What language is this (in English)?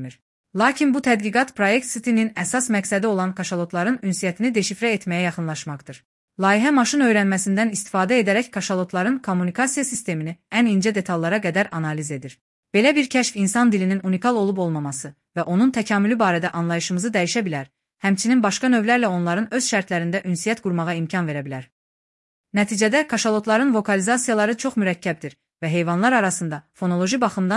Azerbaijani